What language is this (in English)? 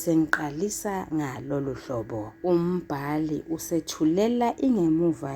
Zulu